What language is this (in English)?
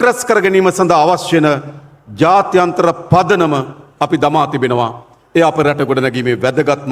Sinhala